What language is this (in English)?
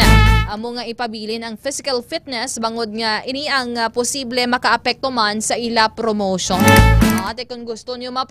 Hiligaynon